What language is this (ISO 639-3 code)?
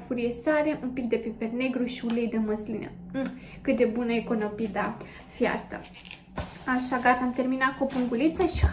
ron